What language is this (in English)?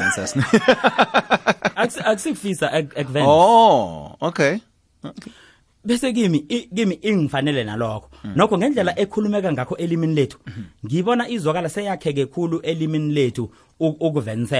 South Ndebele